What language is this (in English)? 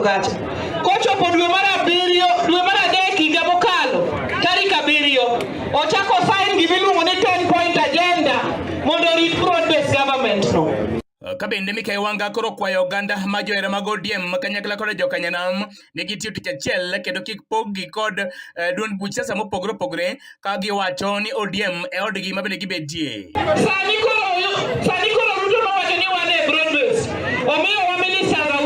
Luo (Kenya and Tanzania)